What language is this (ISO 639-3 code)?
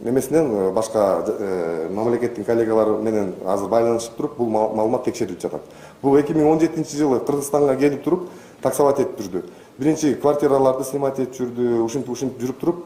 kir